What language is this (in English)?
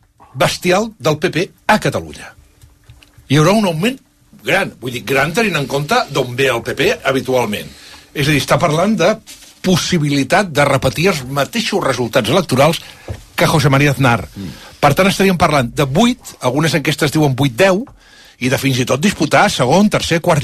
Catalan